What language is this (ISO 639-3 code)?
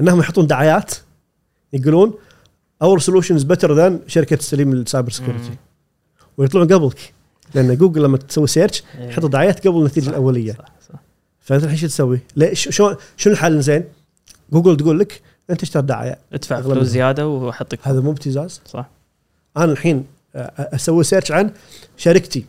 afb